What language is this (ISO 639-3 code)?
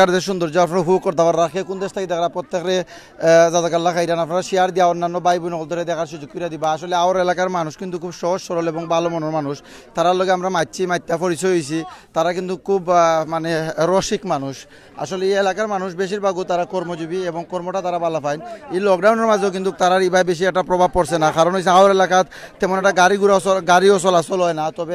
syl